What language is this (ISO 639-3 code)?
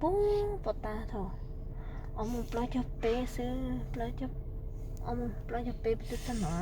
hmn